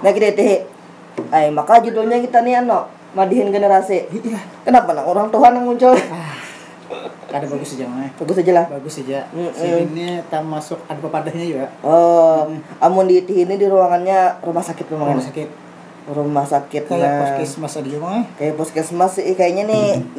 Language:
Banjar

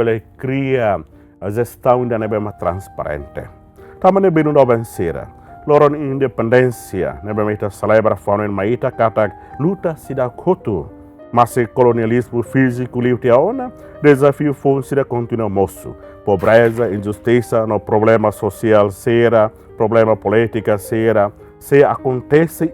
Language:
Tetum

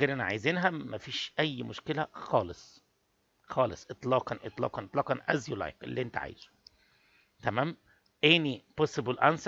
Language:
Egyptian Arabic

